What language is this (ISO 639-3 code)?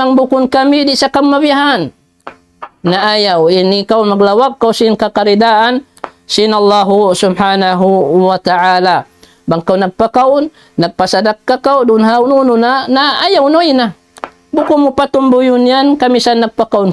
tsg